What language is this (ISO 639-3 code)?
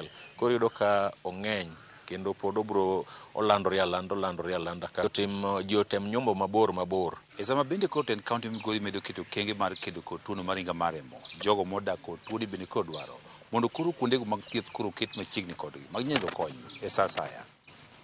luo